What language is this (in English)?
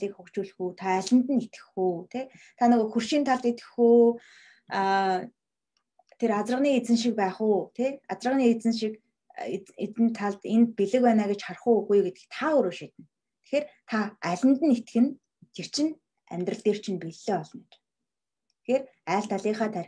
Mongolian